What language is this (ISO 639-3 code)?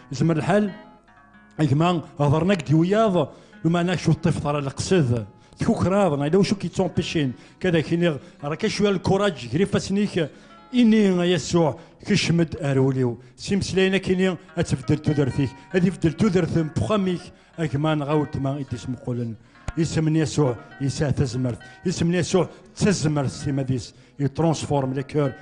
kab